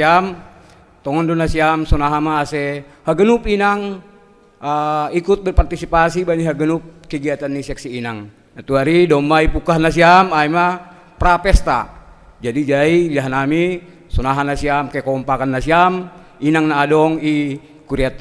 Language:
Batak Simalungun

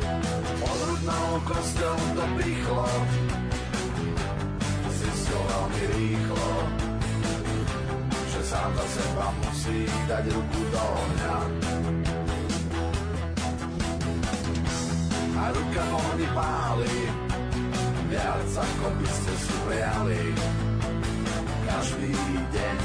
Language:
Slovak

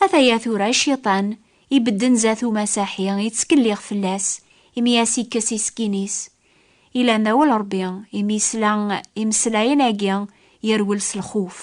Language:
Kabyle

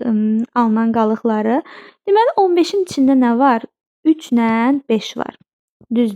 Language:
Azerbaijani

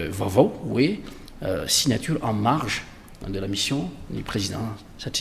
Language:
Malagasy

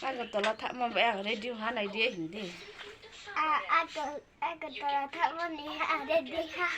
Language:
Riang (India)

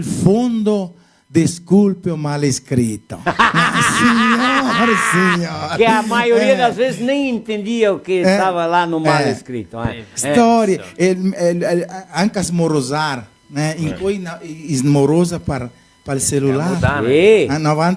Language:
Venetian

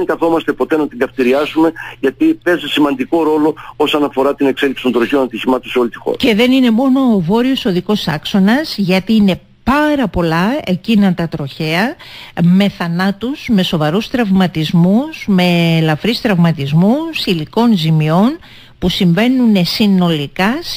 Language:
Greek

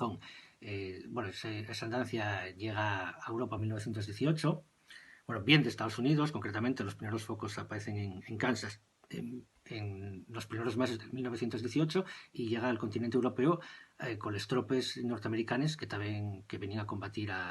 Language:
Asturian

